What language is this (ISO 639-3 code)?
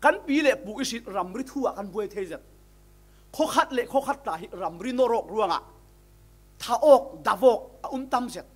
cfm